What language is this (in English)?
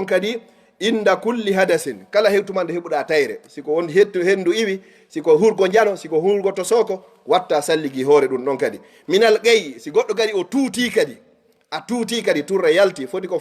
Fula